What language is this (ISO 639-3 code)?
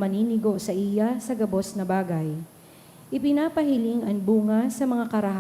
bik